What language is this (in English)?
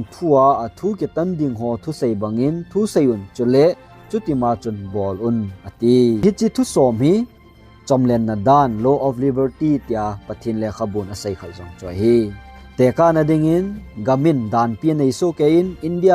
Thado Chin